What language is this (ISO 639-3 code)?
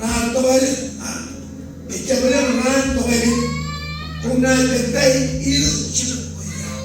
mah